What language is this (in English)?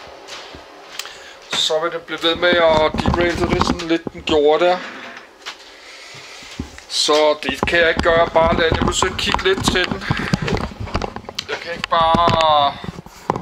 Danish